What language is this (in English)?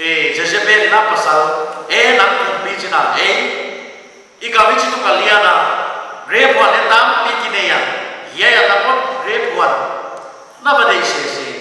Paite Chin